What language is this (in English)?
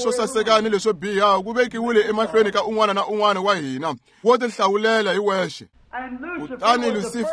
Tsonga